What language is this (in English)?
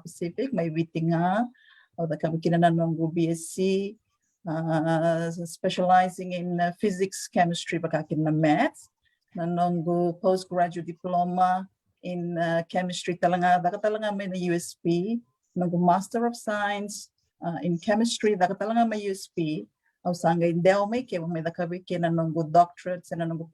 Fijian